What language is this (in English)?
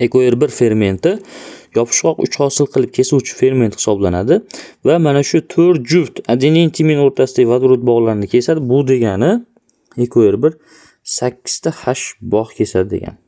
Uzbek